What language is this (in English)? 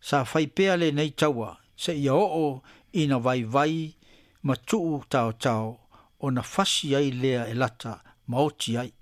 Samoan